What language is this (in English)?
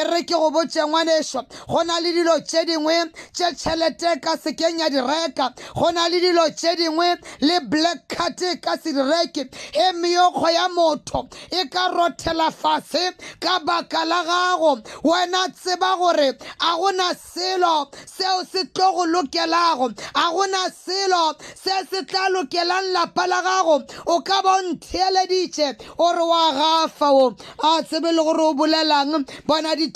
Northern Sotho